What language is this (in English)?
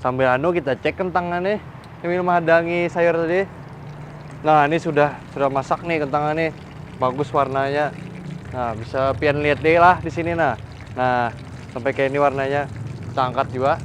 Banjar